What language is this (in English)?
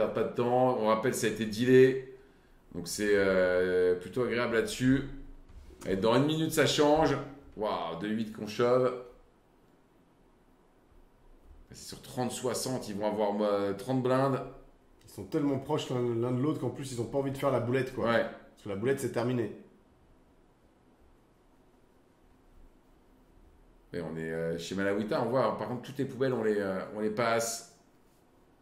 French